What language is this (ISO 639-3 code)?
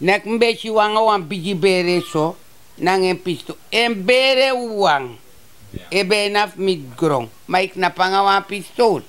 srn